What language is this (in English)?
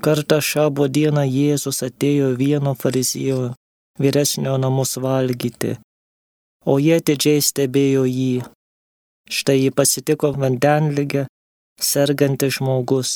Lithuanian